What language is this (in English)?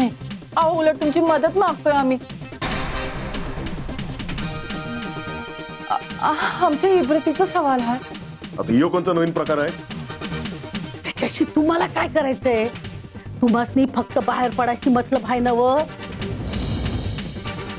Marathi